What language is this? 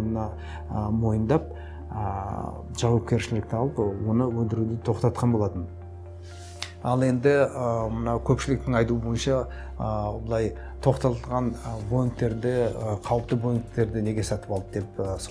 Kazakh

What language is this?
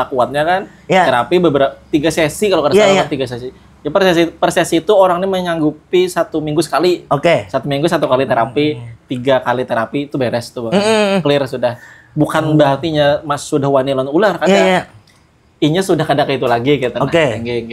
Banjar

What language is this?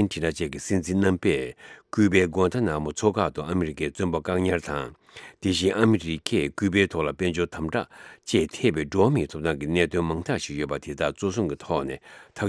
Tibetan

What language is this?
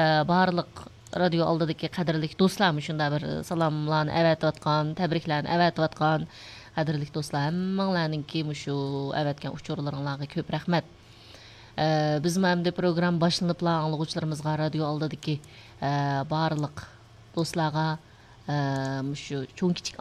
Uyghur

